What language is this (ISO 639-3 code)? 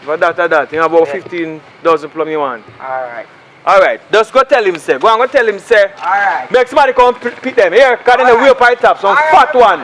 jam